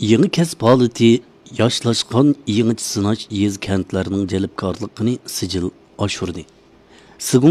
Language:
Uyghur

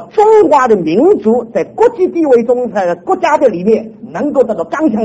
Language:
Chinese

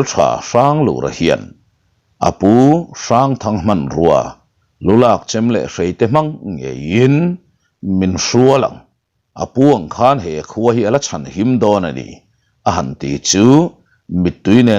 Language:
Mizo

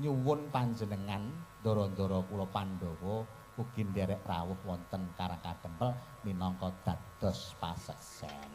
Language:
Javanese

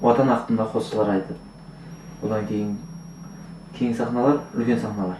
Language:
Kara-Kalpak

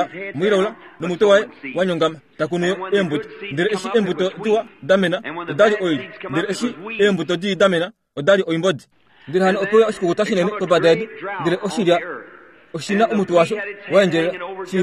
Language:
Kuanyama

